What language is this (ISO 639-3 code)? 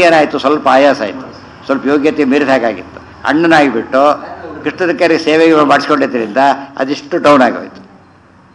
kan